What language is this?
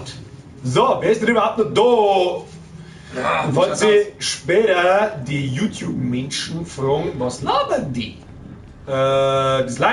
Bavarian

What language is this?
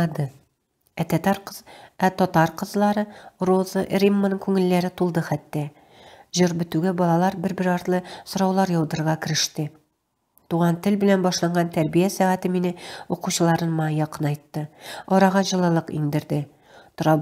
Tatar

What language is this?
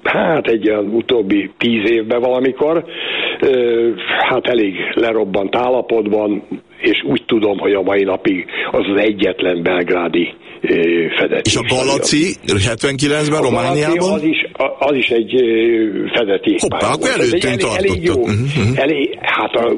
Hungarian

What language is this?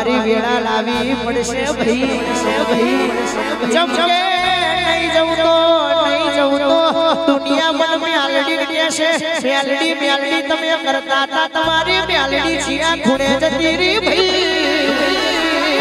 Gujarati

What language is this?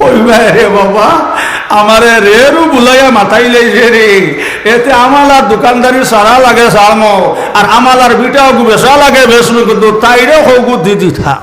Sylheti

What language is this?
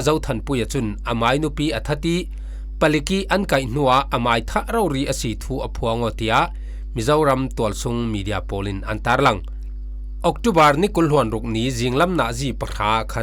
Falam Chin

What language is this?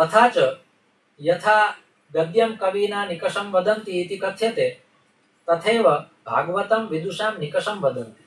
Sanskrit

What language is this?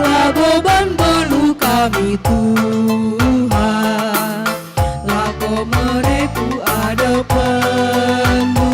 Batak Karo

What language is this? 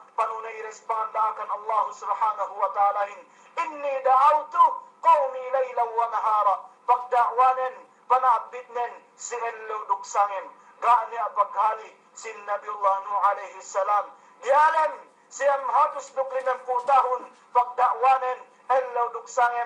Yakan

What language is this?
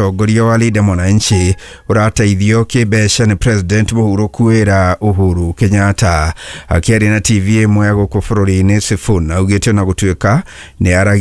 Kikuyu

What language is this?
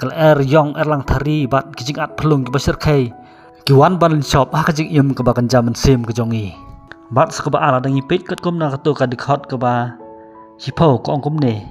Khasi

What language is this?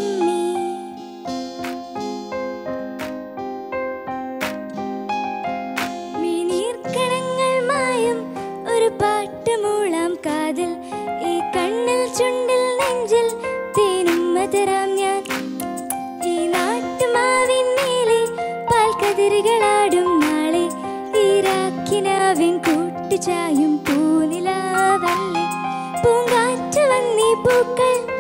Malayalam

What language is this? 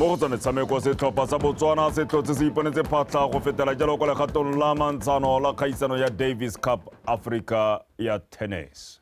Tswana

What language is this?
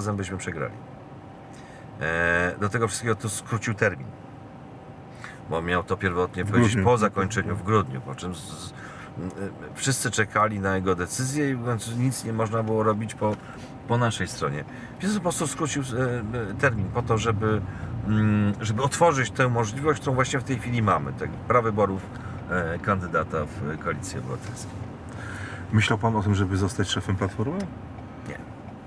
Polish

